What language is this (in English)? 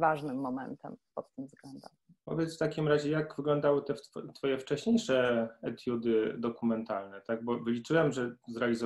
Polish